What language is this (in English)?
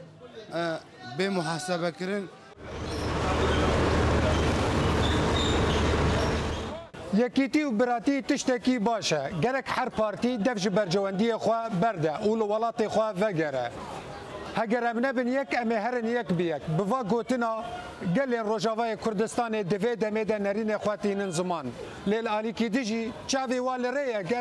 Kurdish